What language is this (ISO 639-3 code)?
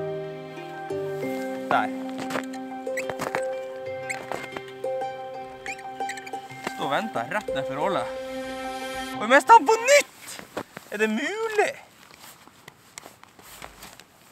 nor